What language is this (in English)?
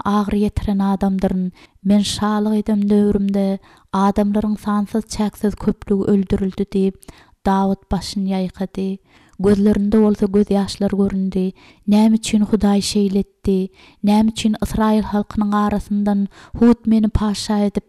Turkmen